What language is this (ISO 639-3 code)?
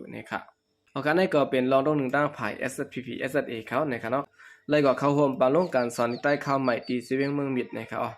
shn